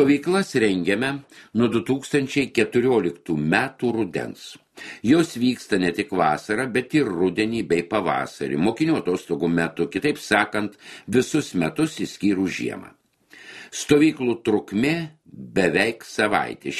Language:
Lithuanian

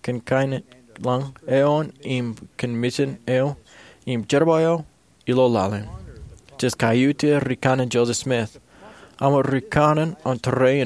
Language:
Marshallese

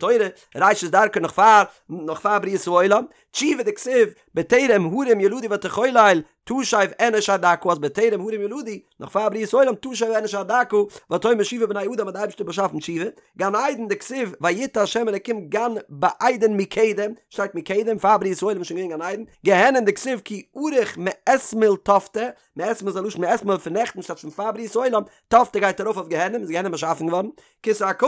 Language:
Yiddish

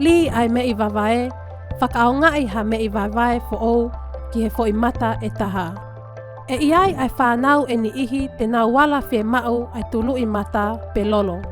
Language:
Tongan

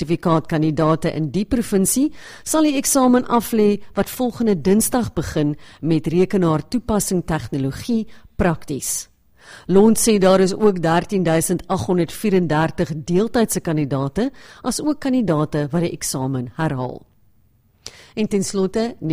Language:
Afrikaans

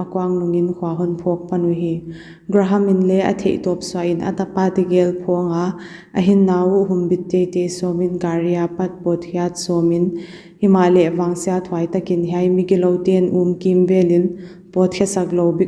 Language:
Paite Chin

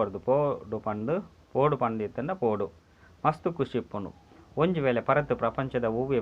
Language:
Tulu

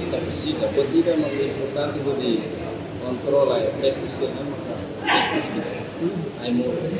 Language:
Tetum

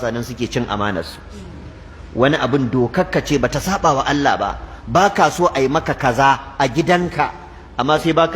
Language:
Hausa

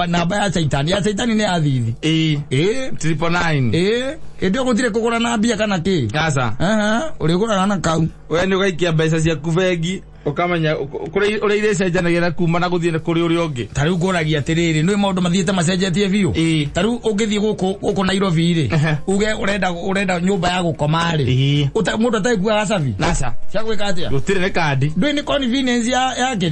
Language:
Kikuyu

